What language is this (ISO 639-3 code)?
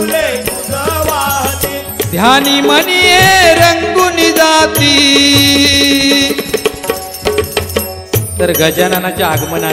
mar